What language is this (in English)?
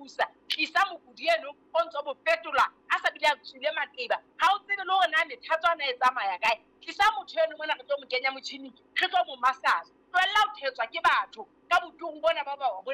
Southern Sotho